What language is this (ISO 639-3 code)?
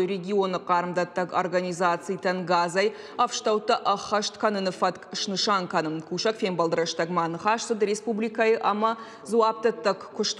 oss